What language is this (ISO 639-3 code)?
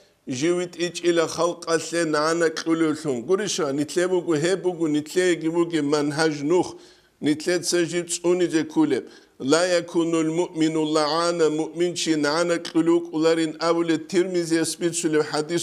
ava